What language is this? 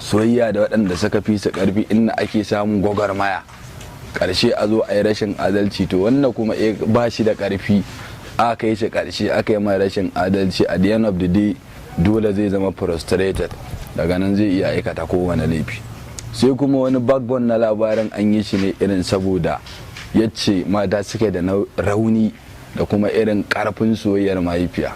Hausa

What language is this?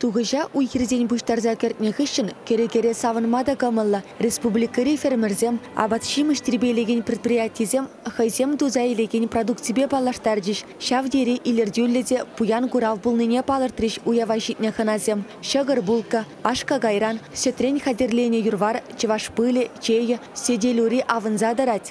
Chuvash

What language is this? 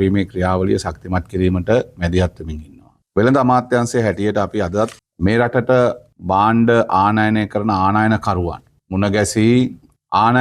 Sinhala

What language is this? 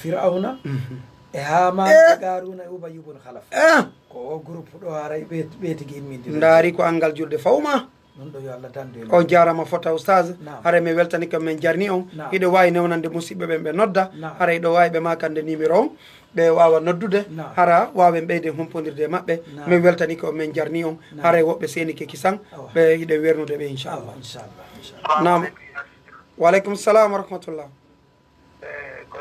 Fula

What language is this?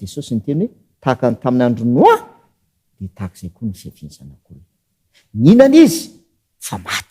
Malagasy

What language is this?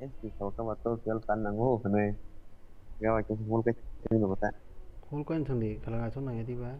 Kok Borok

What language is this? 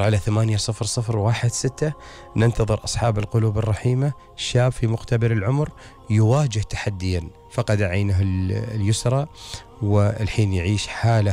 Gulf Arabic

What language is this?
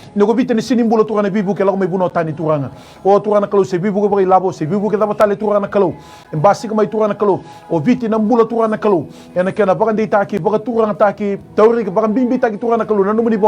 Fijian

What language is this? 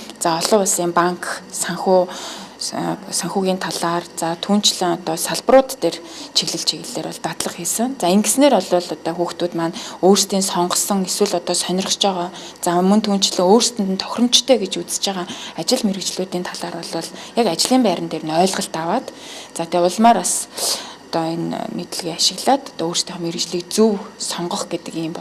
Mongolian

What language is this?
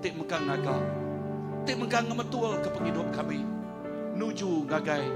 Iban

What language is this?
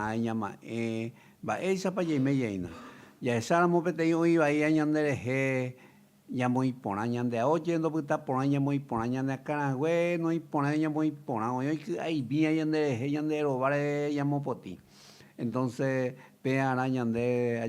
Guarani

